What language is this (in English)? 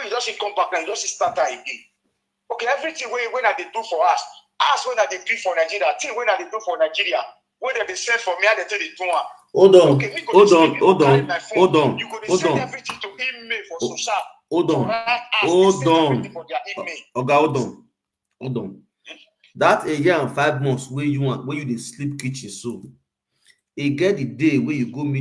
Nigerian Pidgin